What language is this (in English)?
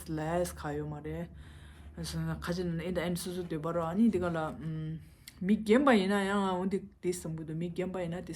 Tibetan